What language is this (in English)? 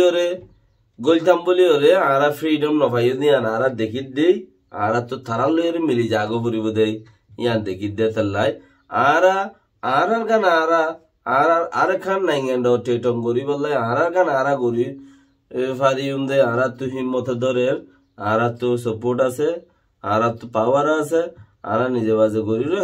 Rohingya